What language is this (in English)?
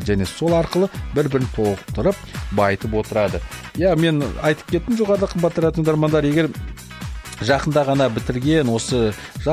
Kazakh